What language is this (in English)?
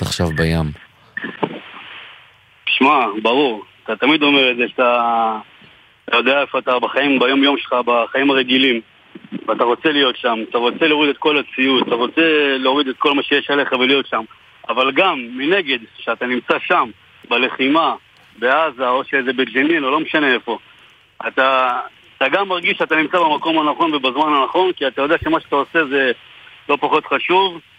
Hebrew